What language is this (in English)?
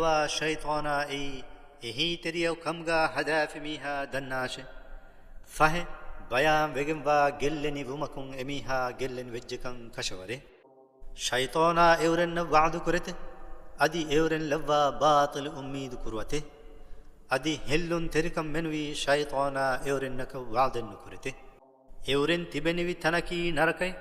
Divehi